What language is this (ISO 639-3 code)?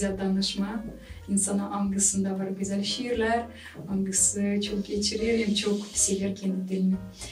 gag